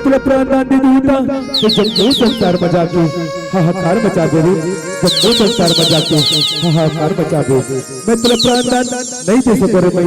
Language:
Chhattisgarhi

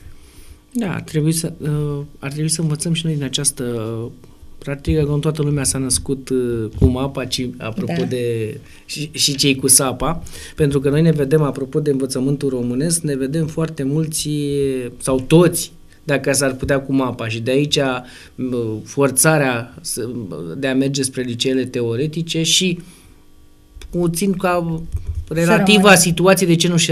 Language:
Romanian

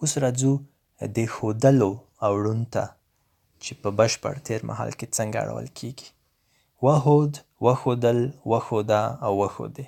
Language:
Pashto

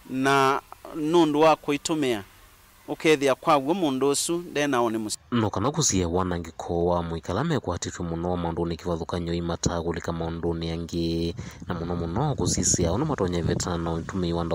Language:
Kamba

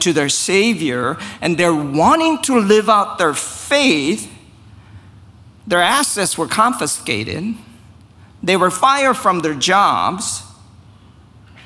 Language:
English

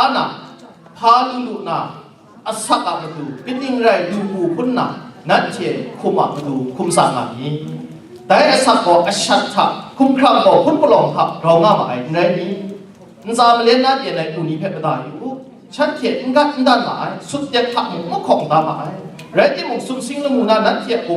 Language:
Kachin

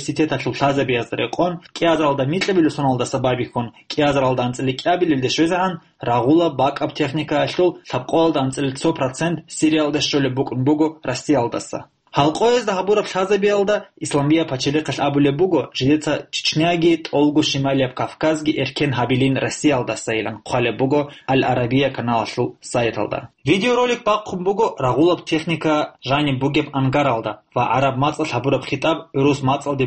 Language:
Avaric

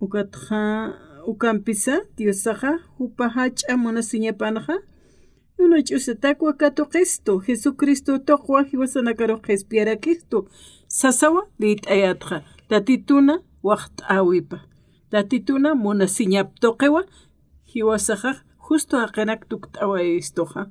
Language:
Aymara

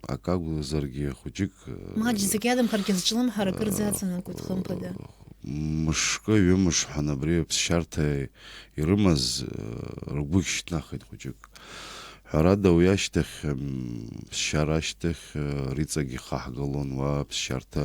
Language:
Abkhazian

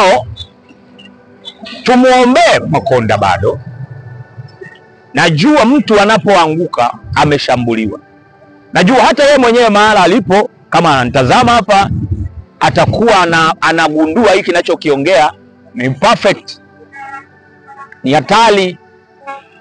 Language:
Swahili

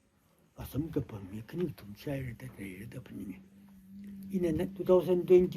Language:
Tangkhul Naga (India)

